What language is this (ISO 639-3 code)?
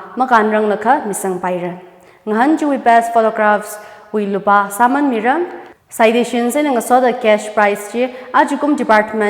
nmf